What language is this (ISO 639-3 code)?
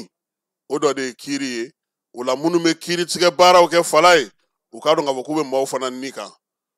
bam